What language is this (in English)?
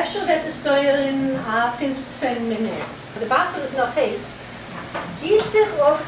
Yiddish